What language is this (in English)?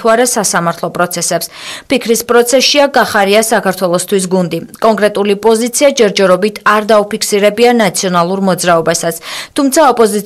Georgian